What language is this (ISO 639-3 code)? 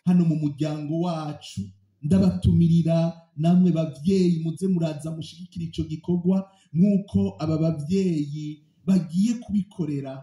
run